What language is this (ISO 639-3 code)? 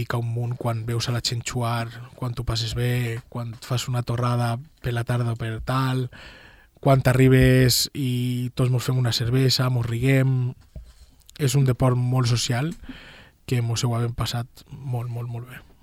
cat